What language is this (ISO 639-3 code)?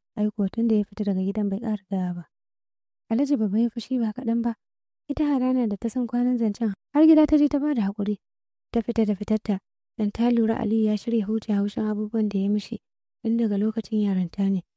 hau